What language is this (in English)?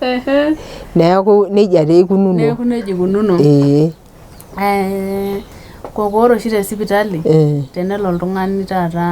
Masai